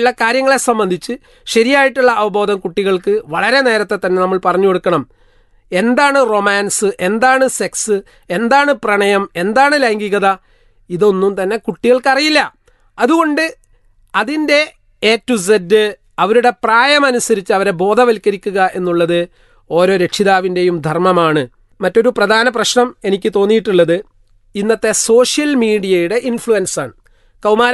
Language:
Malayalam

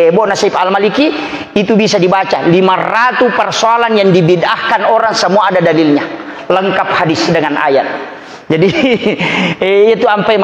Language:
Buginese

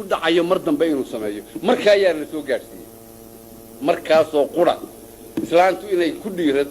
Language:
Somali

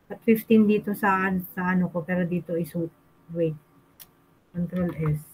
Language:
Filipino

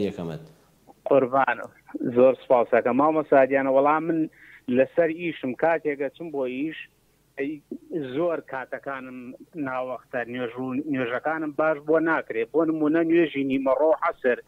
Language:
Central Kurdish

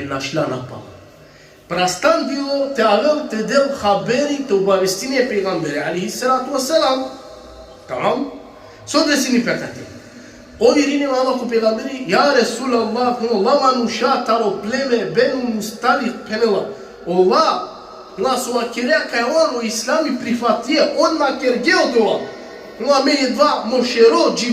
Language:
Balkan Romani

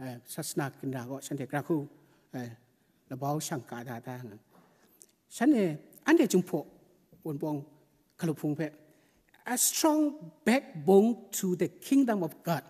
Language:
Kachin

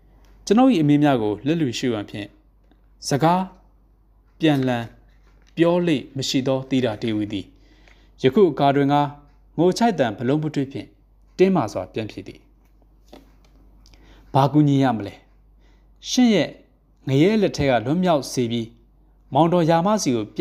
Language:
Burmese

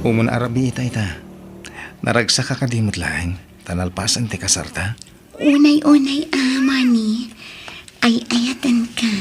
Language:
Iloko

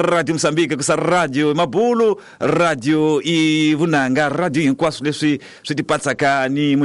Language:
Tsonga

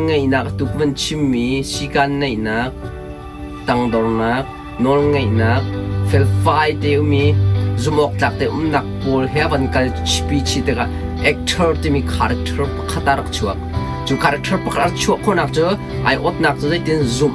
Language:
Hakha Chin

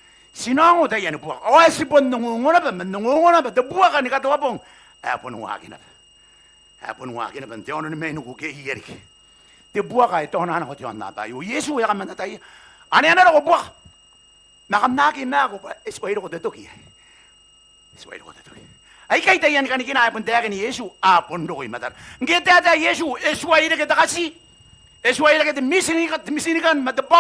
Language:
Gilbertese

